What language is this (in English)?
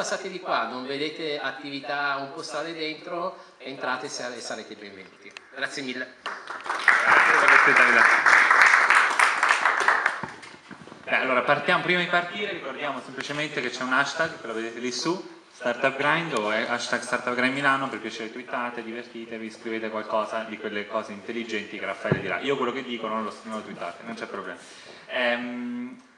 Italian